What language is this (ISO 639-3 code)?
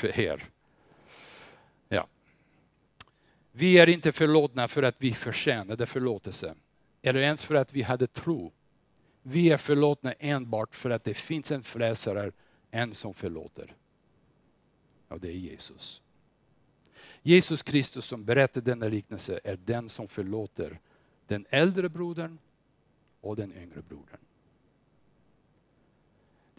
swe